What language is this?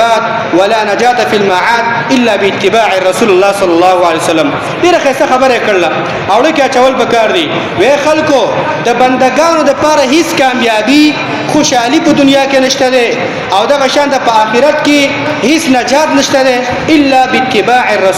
Pashto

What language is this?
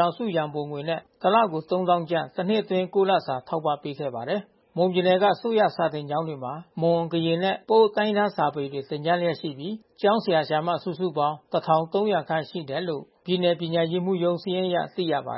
Burmese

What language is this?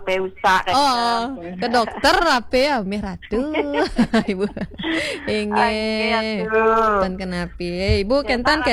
Balinese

